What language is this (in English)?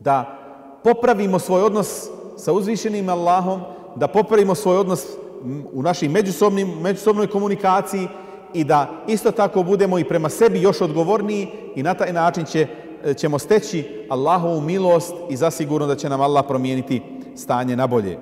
Bosnian